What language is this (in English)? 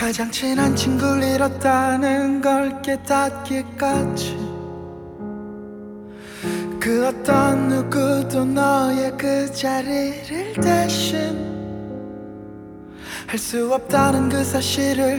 Korean